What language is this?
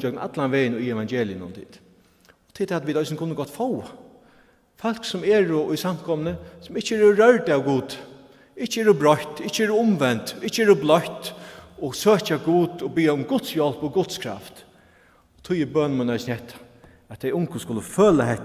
Faroese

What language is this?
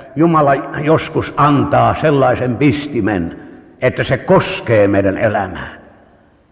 Finnish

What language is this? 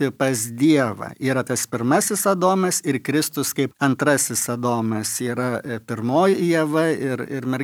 Lithuanian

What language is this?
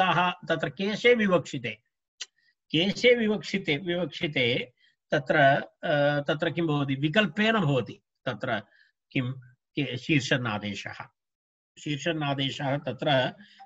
Sanskrit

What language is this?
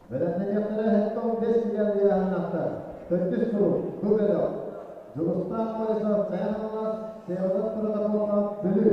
Yakut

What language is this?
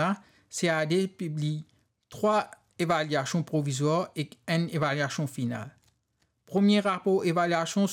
Morisyen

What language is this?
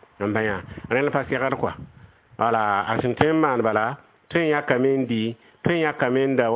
Mossi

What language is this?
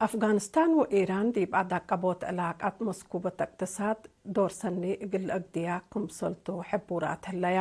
Tigre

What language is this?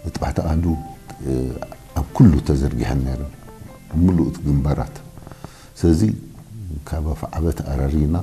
Tigrinya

